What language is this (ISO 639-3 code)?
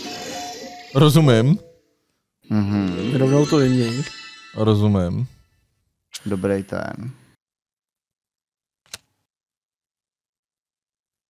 ces